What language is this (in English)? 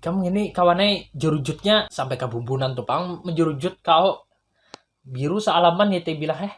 Banjar